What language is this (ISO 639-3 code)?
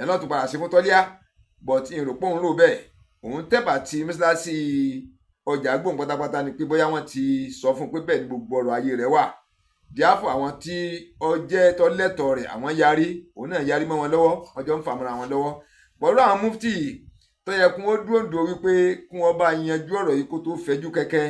yor